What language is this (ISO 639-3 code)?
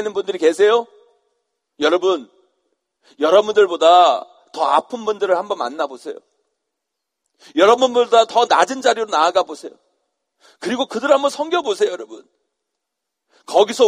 kor